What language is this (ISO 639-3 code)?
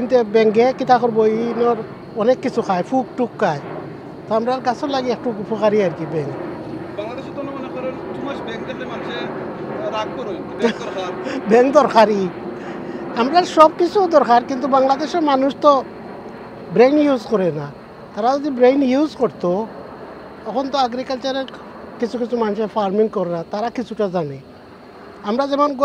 syl